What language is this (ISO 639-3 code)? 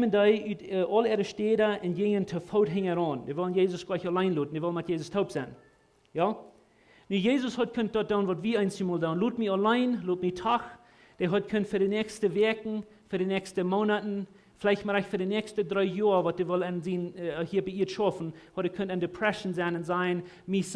pdt